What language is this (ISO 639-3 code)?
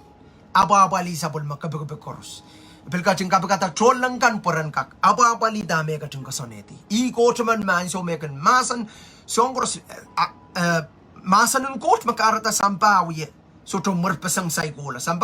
pon